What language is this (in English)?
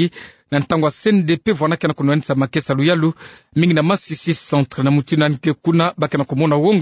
Kituba (Democratic Republic of Congo)